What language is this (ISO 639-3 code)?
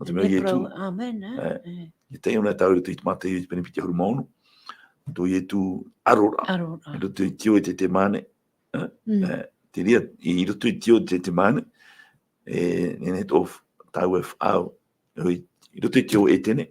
tah